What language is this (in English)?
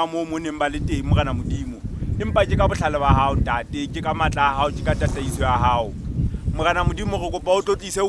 Southern Sotho